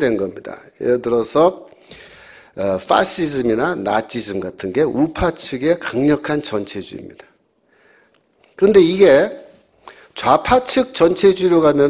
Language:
Korean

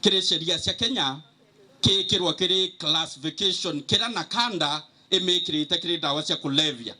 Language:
Meru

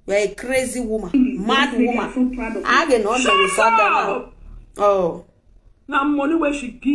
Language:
Nigerian Pidgin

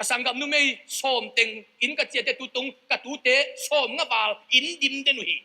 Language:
Tedim Chin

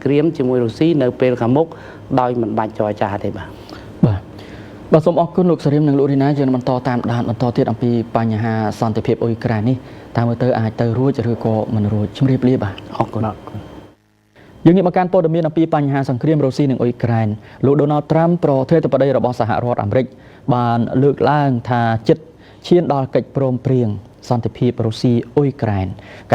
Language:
Khmer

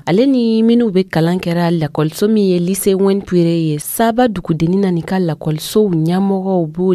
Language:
Dyula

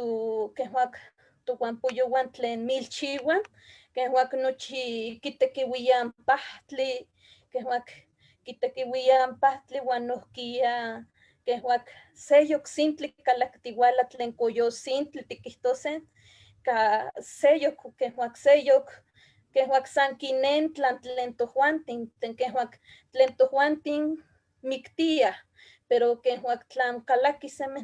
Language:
Eastern Huasteca Nahuatl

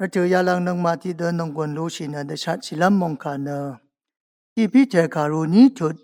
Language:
Rawang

